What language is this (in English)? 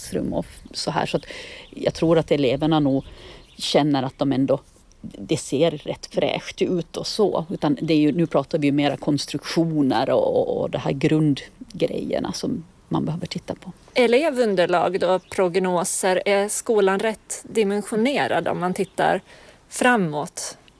Swedish